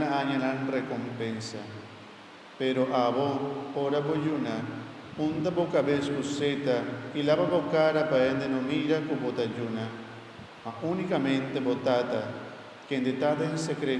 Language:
Papiamento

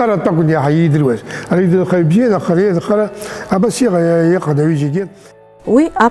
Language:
Abkhazian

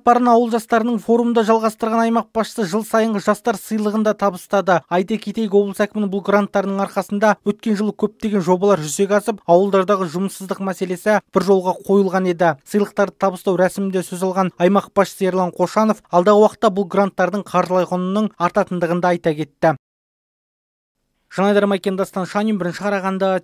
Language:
Kazakh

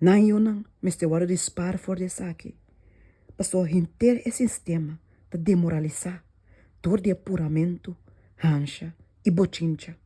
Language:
Papiamento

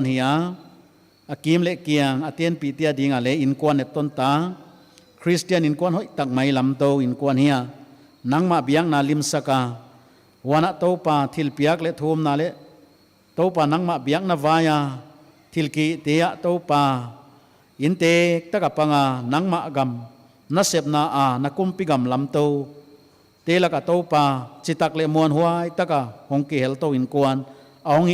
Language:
Paite Chin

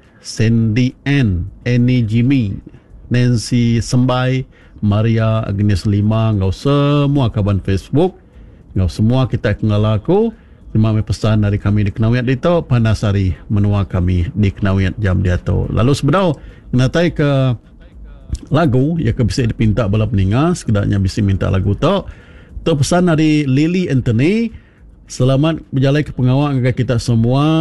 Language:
Iban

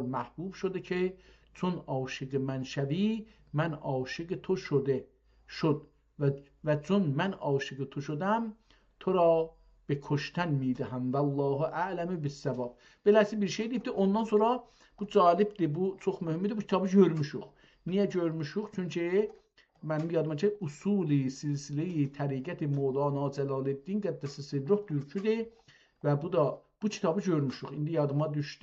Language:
South Azerbaijani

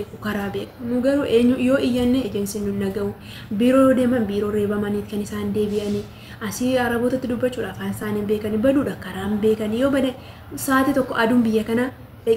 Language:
Oromo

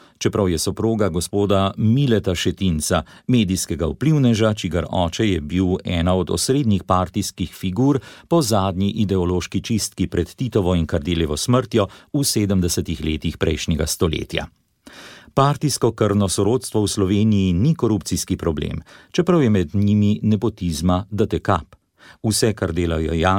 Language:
Slovenian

